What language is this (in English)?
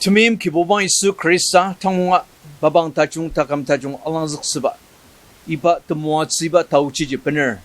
Ao Naga